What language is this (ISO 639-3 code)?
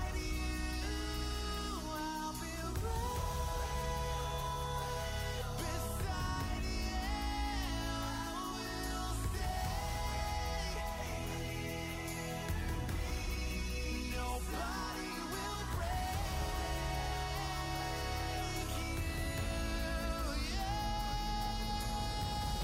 eng